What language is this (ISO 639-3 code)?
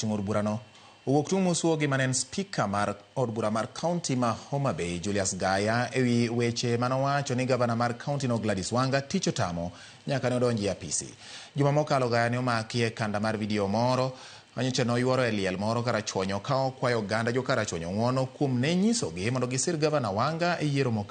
luo